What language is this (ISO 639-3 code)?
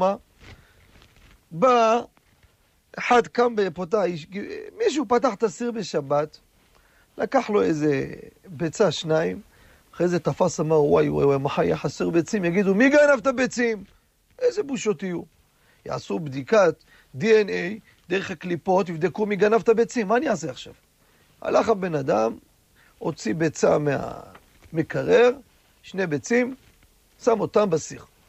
heb